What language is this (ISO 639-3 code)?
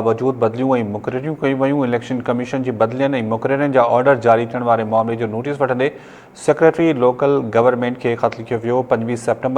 snd